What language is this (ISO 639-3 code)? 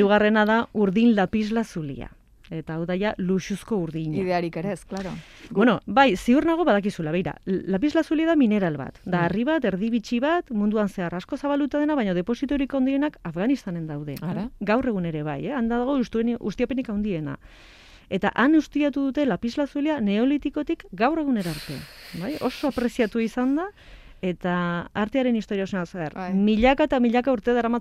eus